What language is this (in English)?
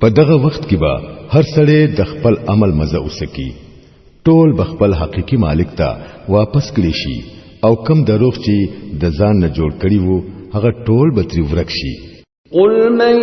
Pashto